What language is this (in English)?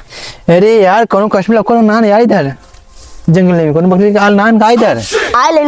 Awadhi